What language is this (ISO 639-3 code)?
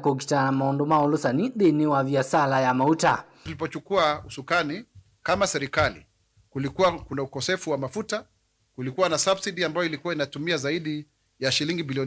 kam